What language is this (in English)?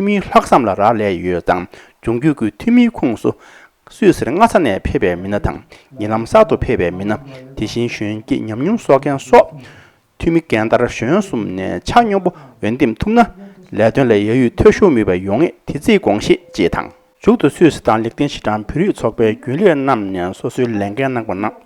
Tibetan